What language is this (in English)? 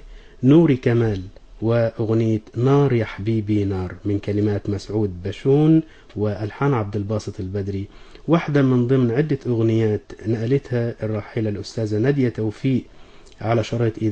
Arabic